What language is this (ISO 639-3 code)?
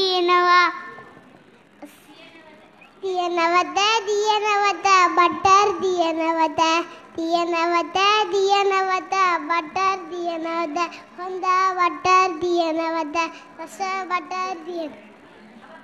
tam